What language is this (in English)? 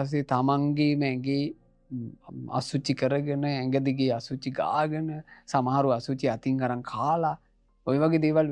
Sinhala